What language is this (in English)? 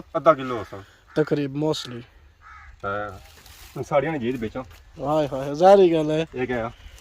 Pahari-Potwari